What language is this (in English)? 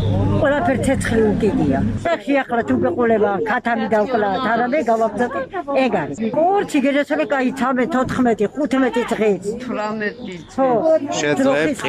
Georgian